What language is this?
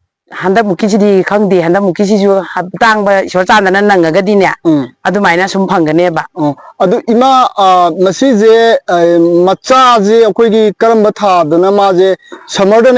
Manipuri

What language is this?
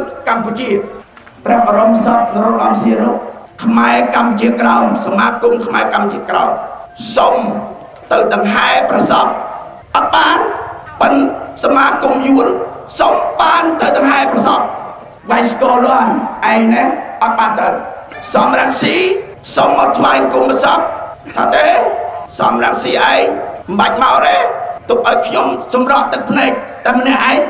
Khmer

